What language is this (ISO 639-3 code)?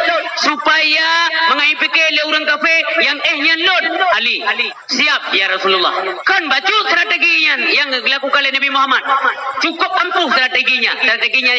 ace